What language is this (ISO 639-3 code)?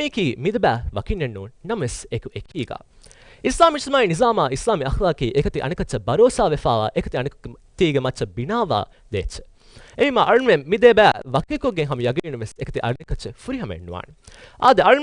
div